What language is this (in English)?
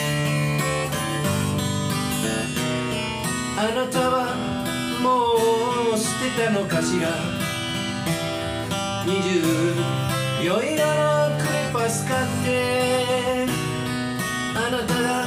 Japanese